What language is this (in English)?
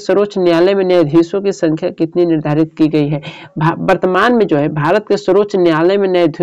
Hindi